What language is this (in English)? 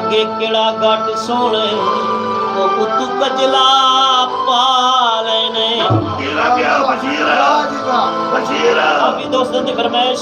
Saraiki